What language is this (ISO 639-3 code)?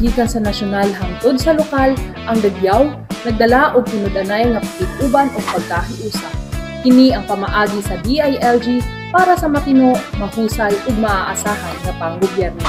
ceb